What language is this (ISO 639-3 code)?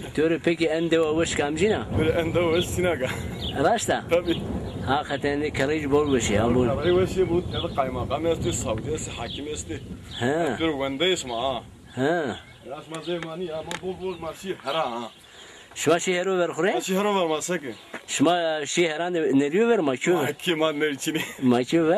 zza